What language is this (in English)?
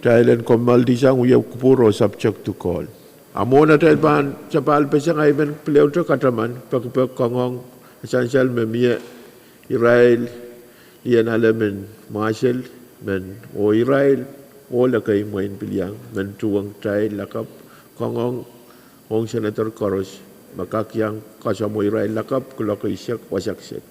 Pohnpeian